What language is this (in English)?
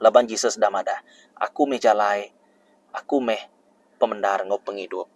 Iban